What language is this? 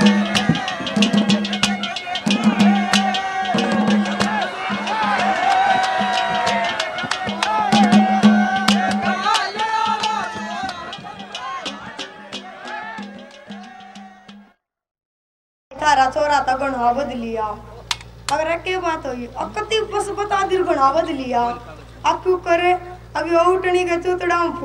Haryanvi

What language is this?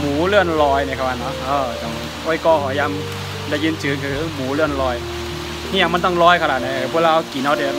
Shan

